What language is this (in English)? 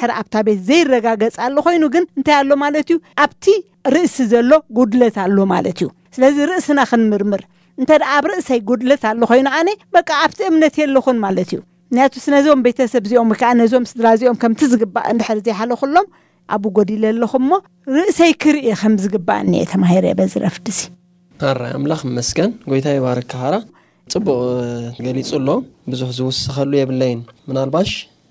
Tigrinya